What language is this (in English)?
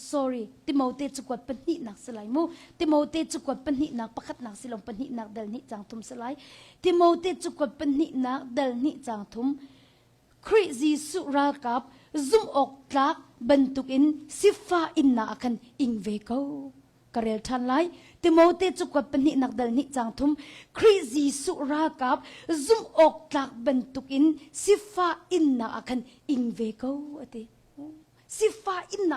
Hakha Chin